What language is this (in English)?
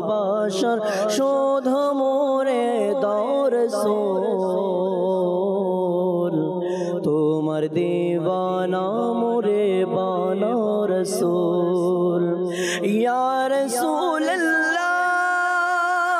Bangla